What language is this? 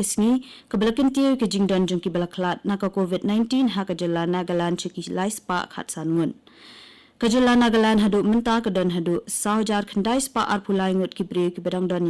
Khasi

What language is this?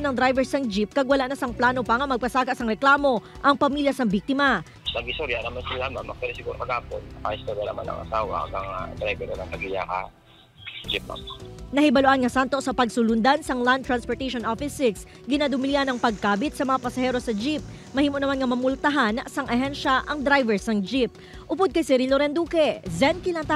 Hiligaynon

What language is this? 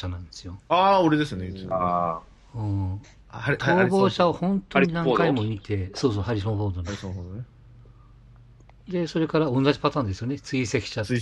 Japanese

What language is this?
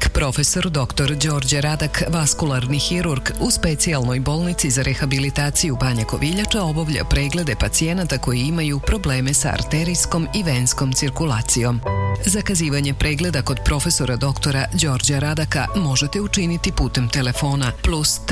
Serbian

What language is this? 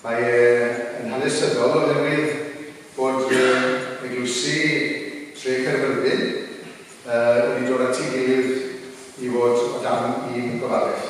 Welsh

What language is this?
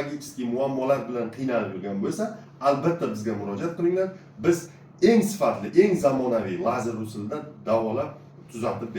Uzbek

